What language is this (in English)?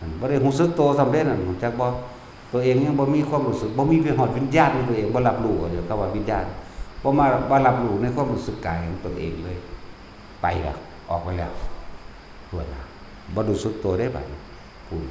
Northeastern Thai